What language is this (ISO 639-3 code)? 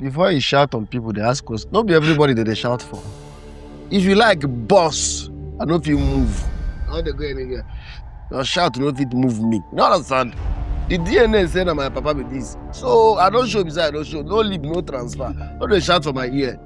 pcm